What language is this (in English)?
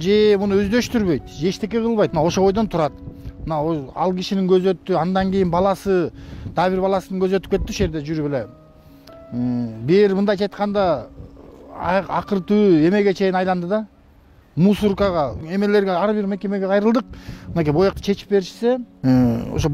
Kyrgyz